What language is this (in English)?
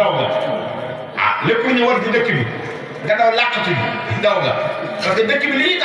Wolof